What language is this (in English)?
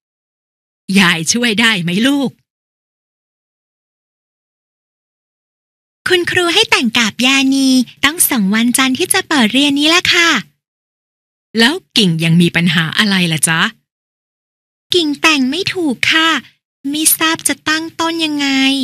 Thai